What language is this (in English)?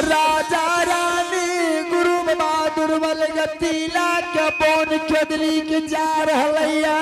Angika